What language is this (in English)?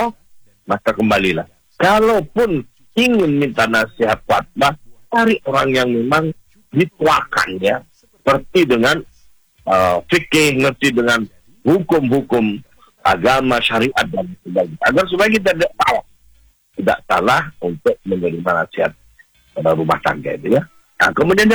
Indonesian